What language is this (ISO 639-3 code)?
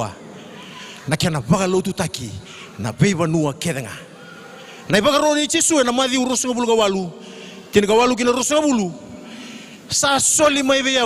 fij